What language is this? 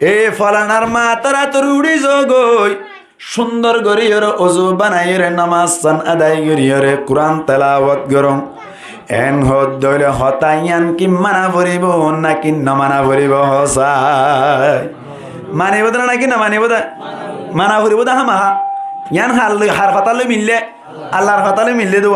Rohingya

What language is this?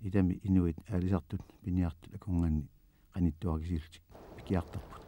Kalaallisut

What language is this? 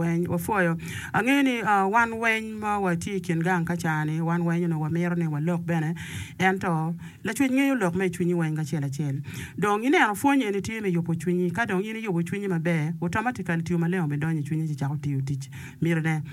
Acoli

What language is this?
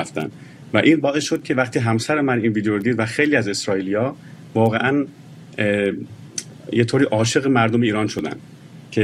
Persian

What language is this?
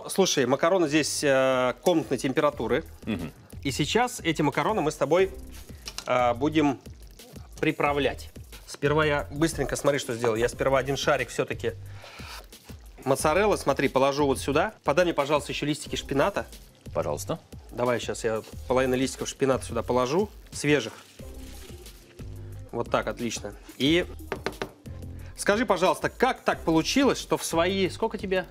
Russian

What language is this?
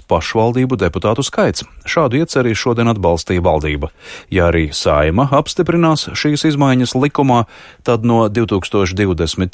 Latvian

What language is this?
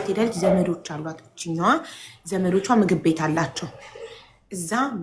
Amharic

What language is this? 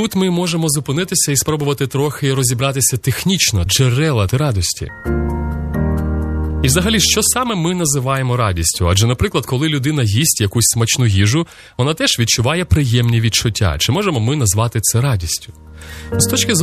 Ukrainian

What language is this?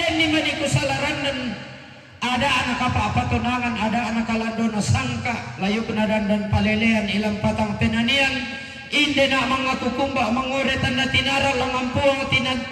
Toraja-Sa'dan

